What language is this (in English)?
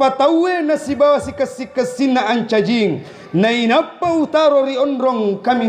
Buginese